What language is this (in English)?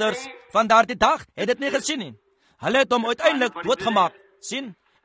Afrikaans